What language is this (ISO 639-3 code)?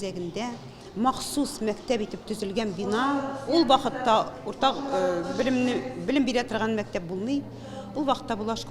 tat